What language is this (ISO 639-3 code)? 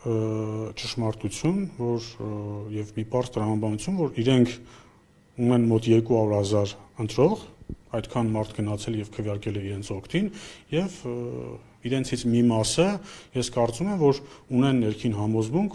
hye